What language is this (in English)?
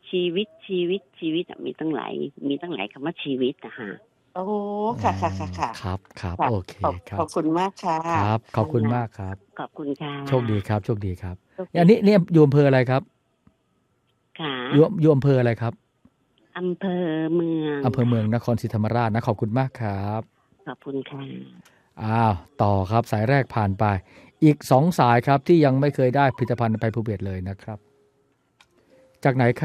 Thai